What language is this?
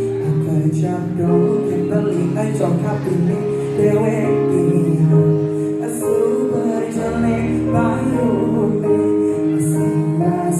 Balinese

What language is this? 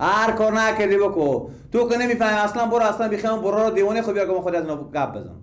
Persian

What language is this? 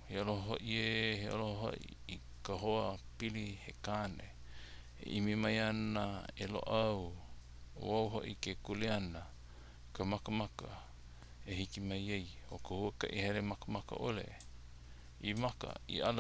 Hawaiian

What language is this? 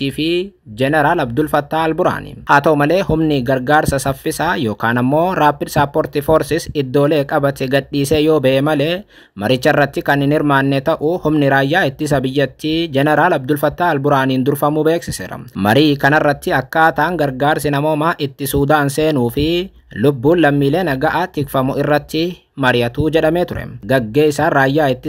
Oromo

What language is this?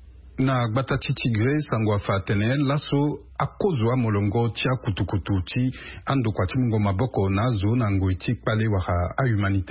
Sango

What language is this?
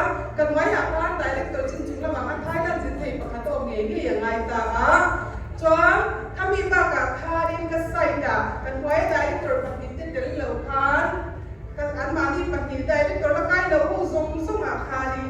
Mizo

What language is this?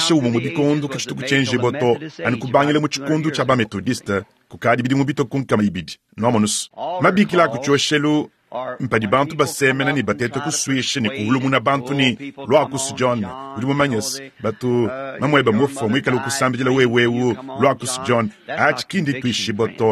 Luba-Lulua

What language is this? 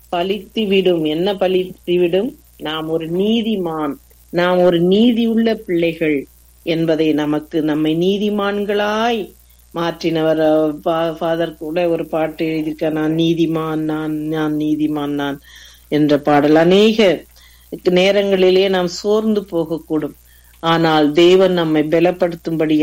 Tamil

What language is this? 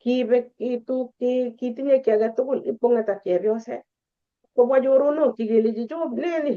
Kalenjin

